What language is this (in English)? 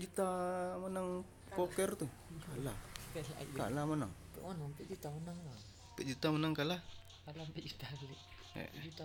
Minangkabau